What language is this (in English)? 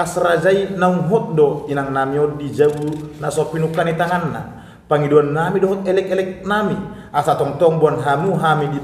Batak Toba